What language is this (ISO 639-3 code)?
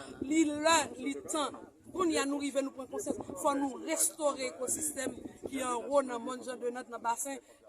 hat